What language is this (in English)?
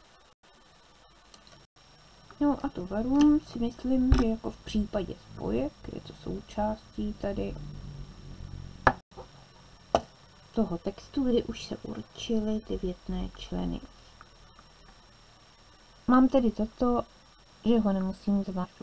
Czech